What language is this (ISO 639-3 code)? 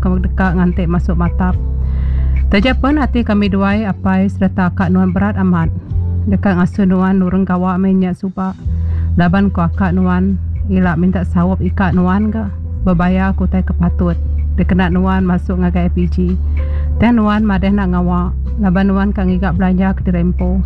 iba